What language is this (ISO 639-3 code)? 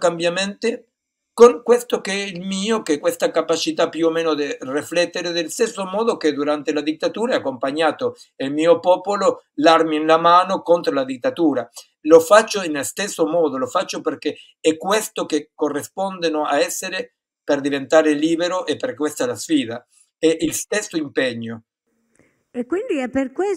ita